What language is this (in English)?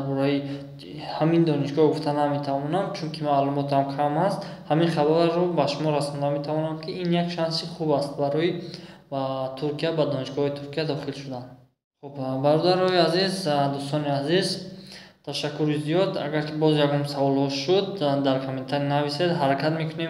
Tajik